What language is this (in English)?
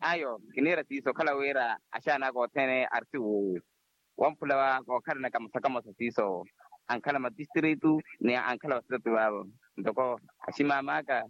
Makhuwa